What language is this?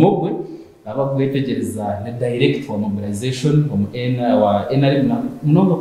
Nyankole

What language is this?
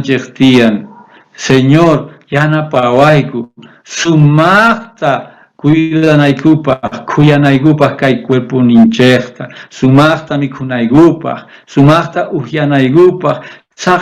South Bolivian Quechua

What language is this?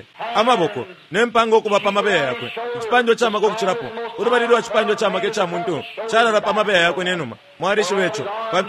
Bemba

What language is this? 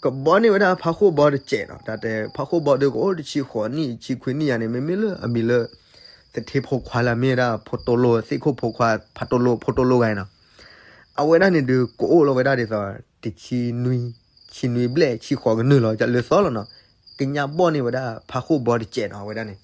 S'gaw Karen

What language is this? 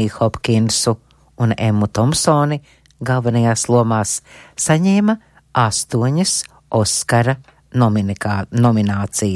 Latvian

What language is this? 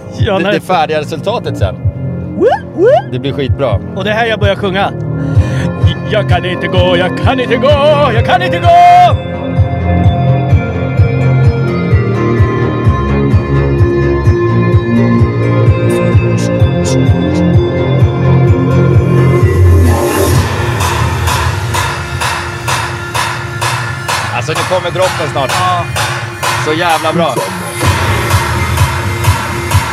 Swedish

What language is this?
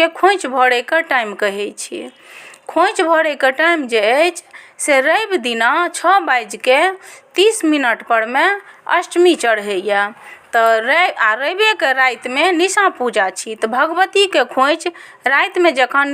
Maithili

